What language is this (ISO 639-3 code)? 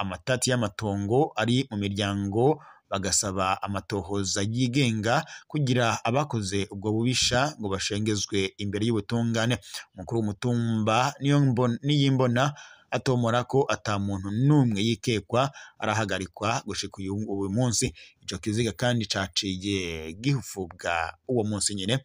run